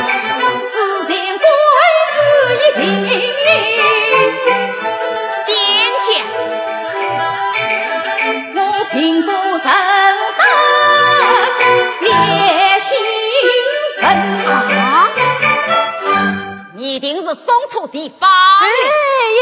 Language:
Chinese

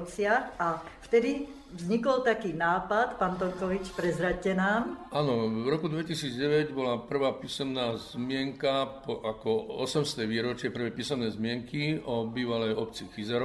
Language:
Slovak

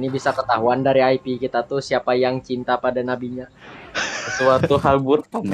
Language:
Banjar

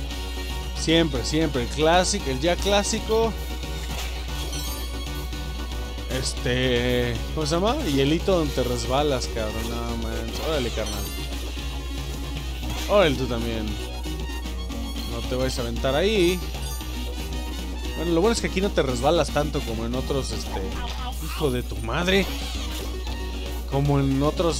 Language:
Spanish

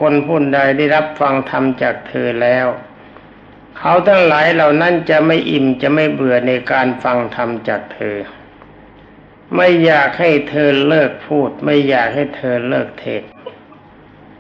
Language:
Thai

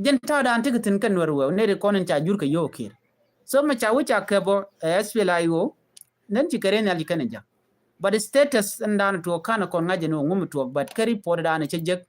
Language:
Nuer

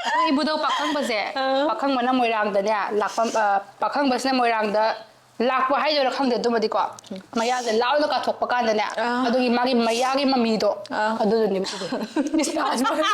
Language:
Manipuri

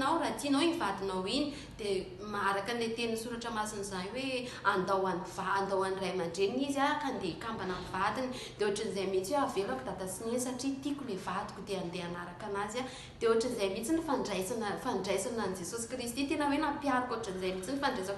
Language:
Malagasy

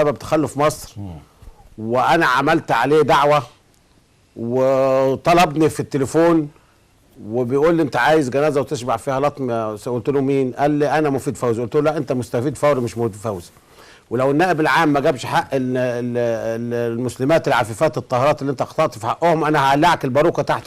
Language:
Egyptian Arabic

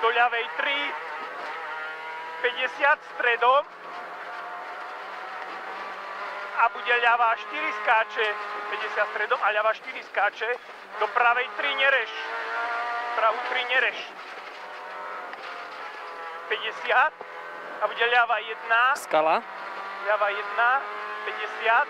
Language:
Slovak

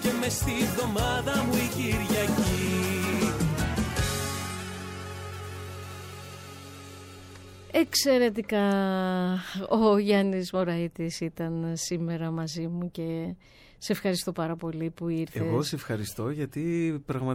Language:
Greek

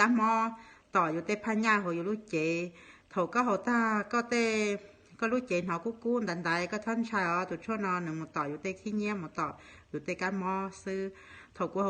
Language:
Hmong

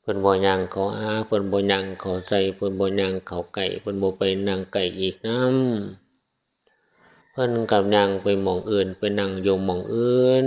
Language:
Northeastern Thai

